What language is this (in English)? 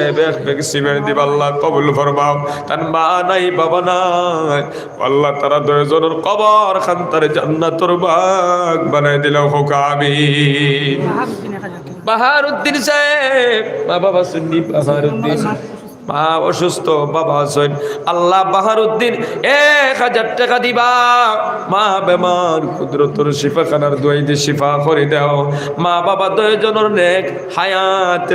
Sylheti